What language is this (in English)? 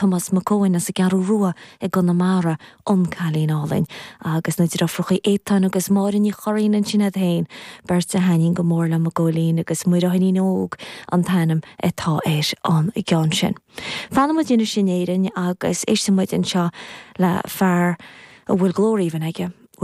Irish